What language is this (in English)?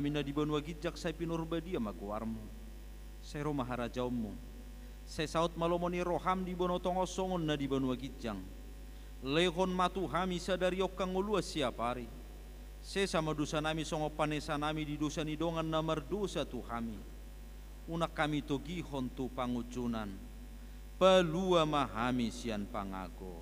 Batak Toba